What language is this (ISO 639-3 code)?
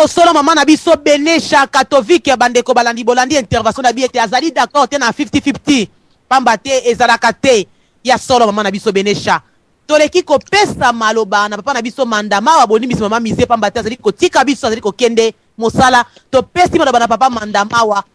lin